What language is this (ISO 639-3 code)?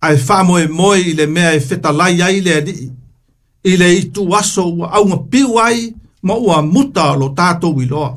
smo